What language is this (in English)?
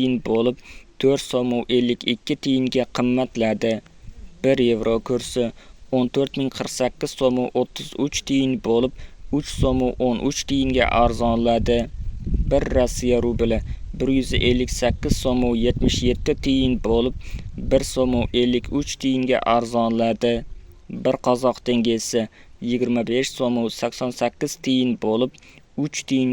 Uzbek